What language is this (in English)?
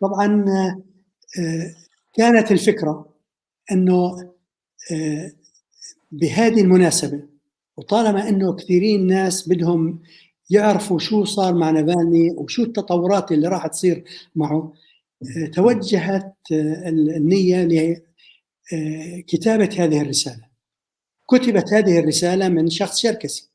North Levantine Arabic